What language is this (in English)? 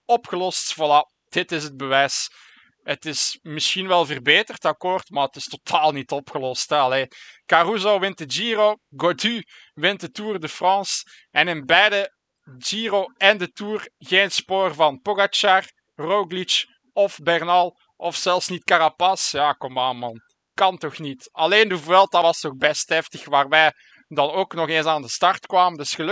Dutch